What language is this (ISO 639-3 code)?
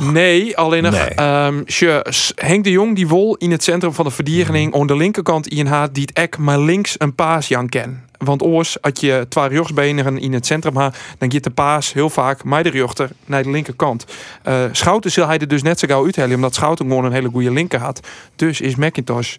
fry